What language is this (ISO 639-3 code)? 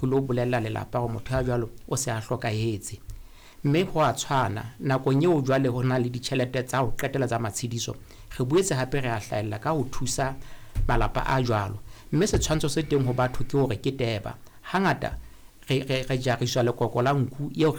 sot